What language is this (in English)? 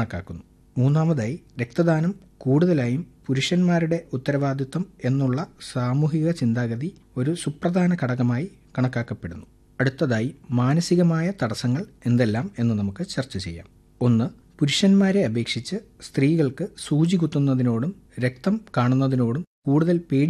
Malayalam